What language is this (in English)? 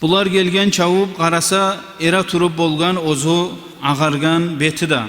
Kumyk